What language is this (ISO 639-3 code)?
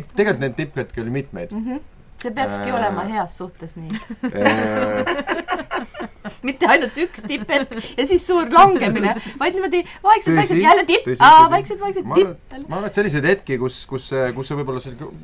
est